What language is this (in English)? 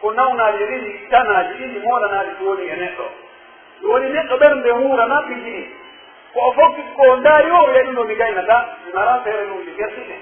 Pular